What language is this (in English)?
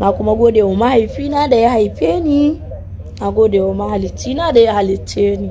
Hausa